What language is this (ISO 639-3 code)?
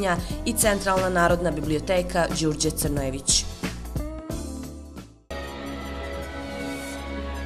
srp